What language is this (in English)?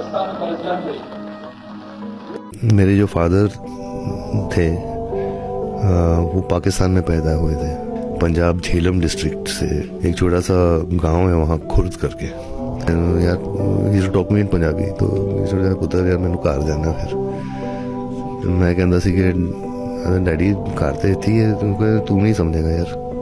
Urdu